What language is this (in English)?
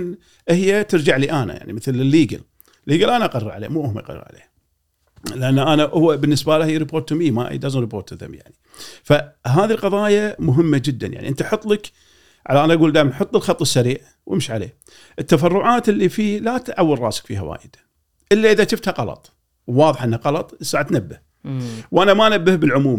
Gulf Arabic